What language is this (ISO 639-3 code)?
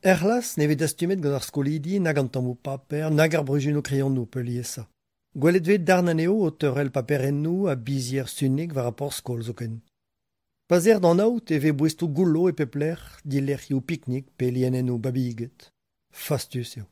bre